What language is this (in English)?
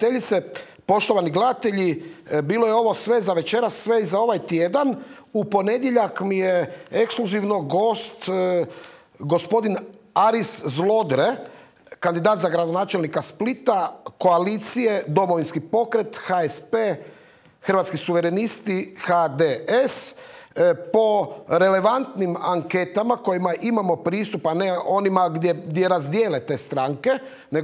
Croatian